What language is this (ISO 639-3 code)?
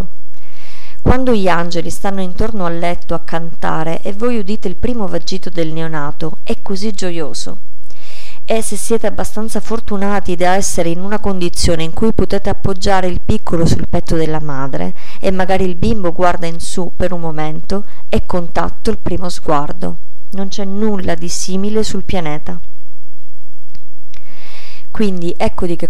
ita